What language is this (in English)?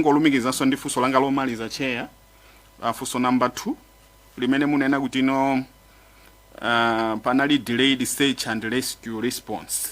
Nyanja